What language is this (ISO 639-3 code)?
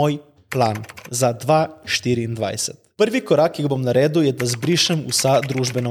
slv